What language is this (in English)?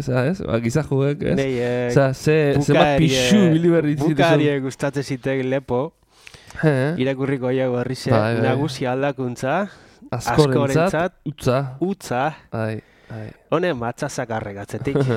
Basque